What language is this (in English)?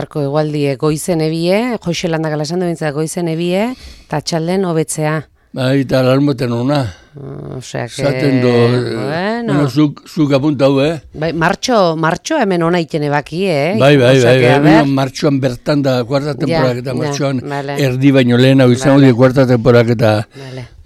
Basque